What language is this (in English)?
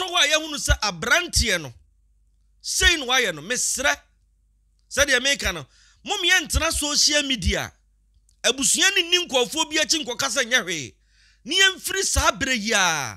Akan